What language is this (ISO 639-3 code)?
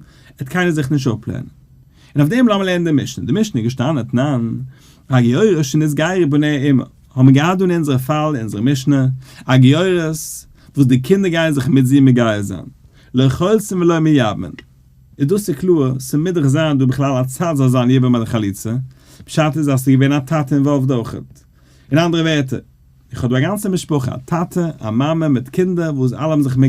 yid